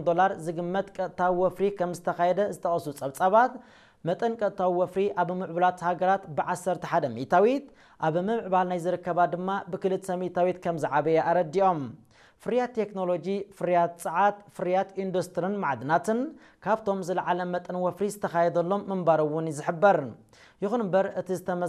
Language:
Tigrinya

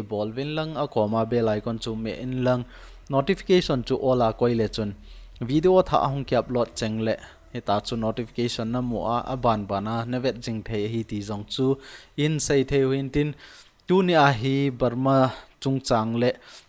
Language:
Thado Chin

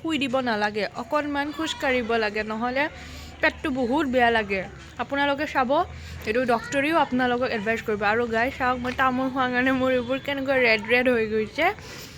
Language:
Assamese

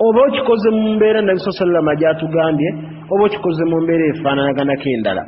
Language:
Ganda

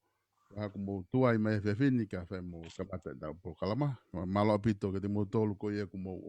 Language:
Tongan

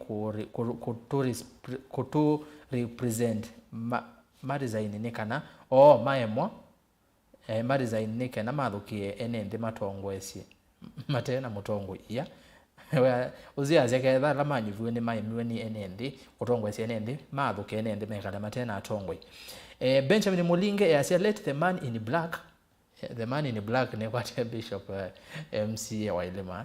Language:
Kamba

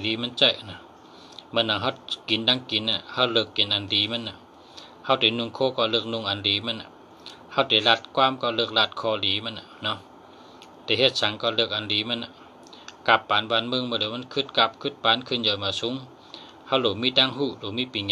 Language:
Shan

